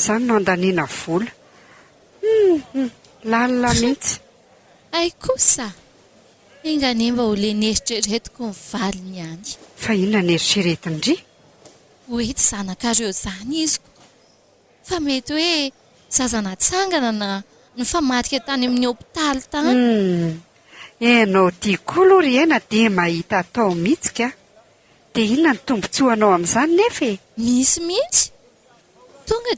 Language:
Malagasy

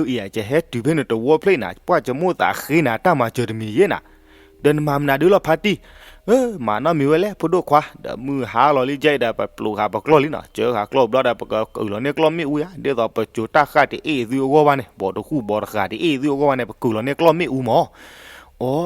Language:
S'gaw Karen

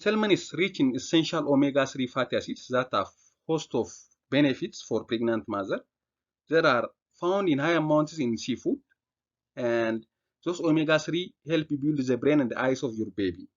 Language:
English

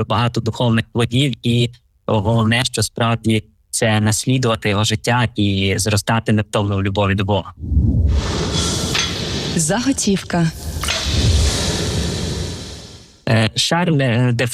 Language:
Ukrainian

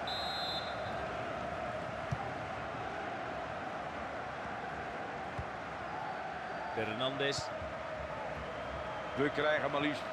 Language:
Dutch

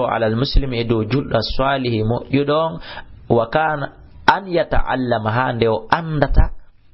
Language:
Fula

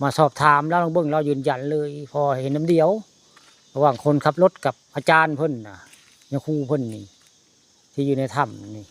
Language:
Northeastern Thai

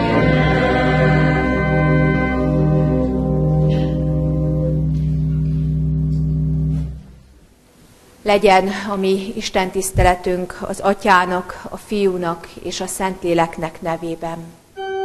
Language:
Hungarian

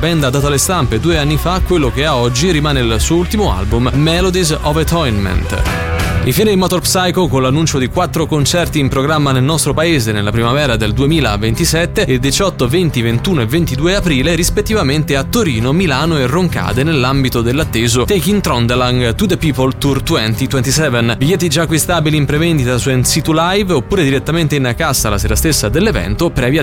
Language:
Italian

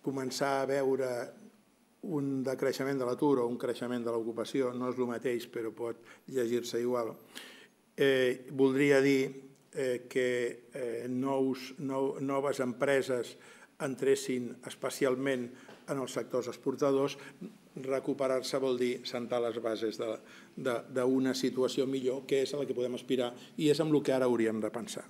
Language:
Catalan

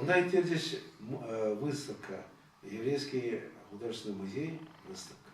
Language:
Chuvash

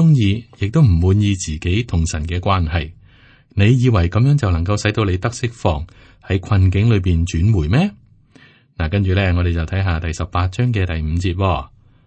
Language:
Cantonese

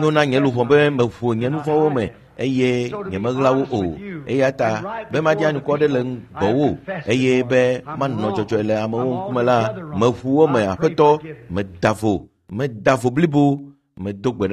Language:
Ewe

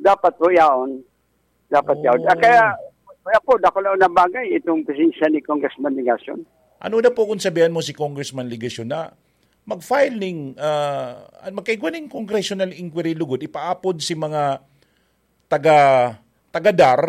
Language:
Bikol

